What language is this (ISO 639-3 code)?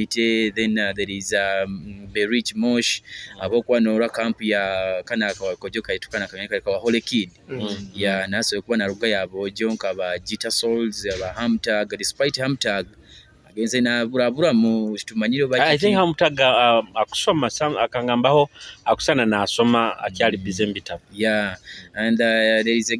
nyo